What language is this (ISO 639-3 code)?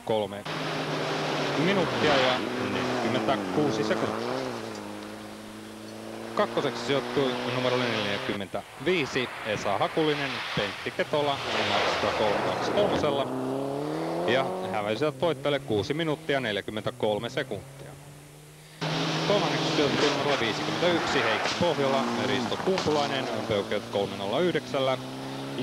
fin